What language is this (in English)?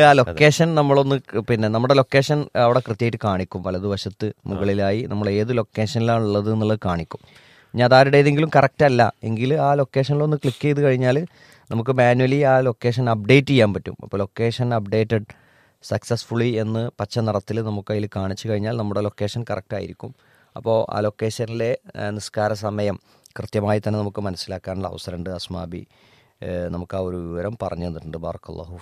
Malayalam